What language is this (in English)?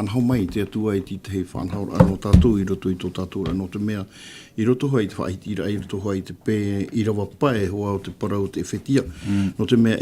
Tahitian